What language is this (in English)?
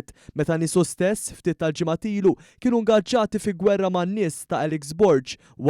Maltese